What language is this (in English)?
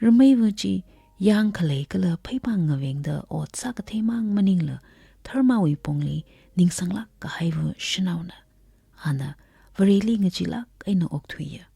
Tangkhul Naga (India)